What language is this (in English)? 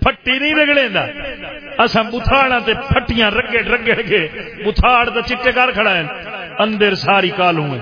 Saraiki